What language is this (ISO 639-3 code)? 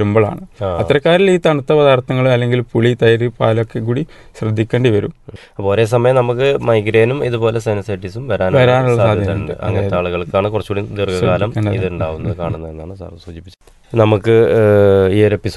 mal